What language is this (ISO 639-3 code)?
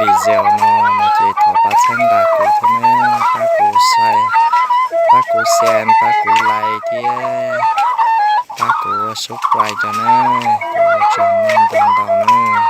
hmn